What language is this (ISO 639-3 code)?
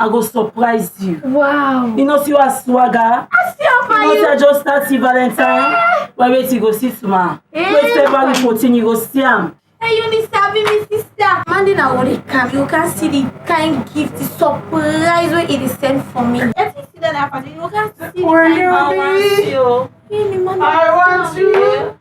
kri